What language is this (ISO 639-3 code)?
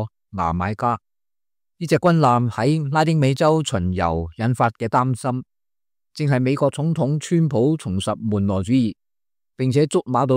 yue